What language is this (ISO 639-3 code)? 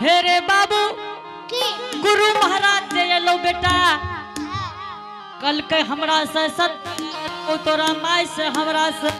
anp